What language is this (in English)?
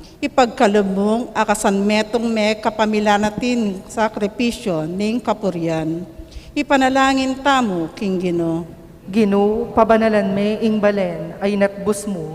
Pampanga